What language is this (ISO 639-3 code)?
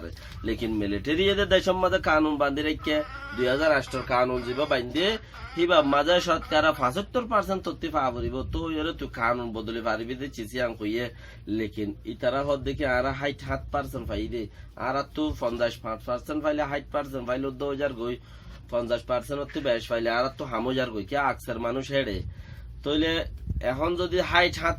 rhg